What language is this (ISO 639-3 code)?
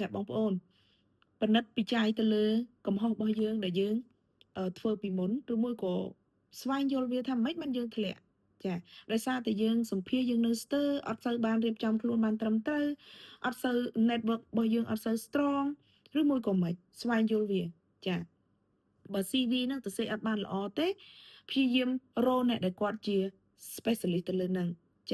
khm